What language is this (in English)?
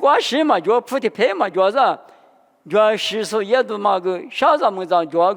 Lisu